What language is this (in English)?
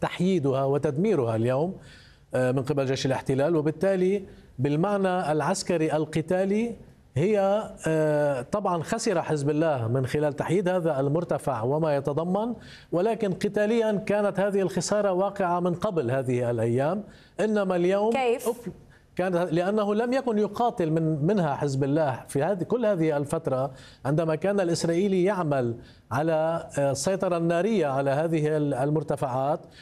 Arabic